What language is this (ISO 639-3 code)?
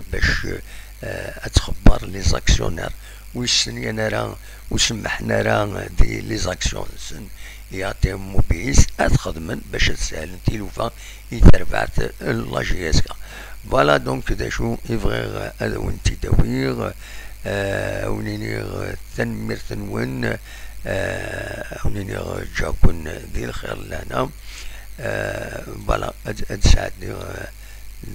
kab